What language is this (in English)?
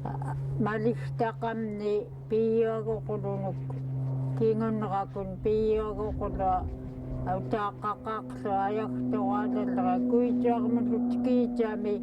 Central Yupik